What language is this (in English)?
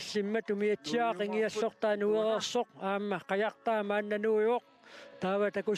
Kalaallisut